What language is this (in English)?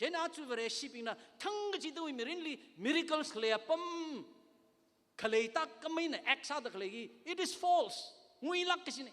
Tangkhul Naga (India)